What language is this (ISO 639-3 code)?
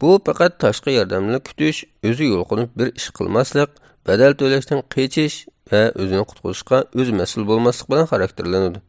uig